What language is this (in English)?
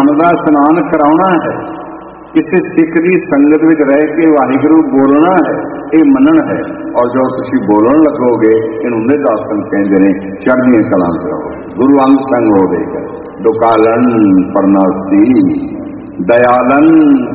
Punjabi